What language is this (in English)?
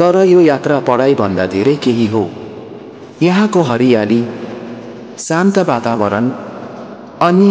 Nepali